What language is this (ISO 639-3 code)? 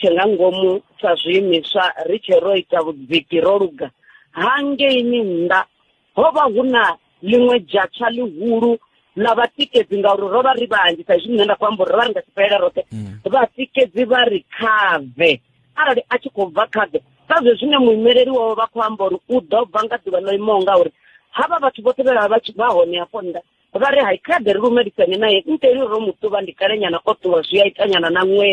ven